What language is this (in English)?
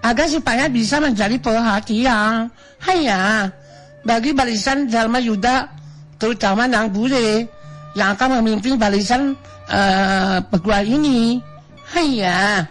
Sundanese